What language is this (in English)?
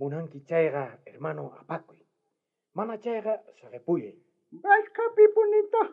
South Bolivian Quechua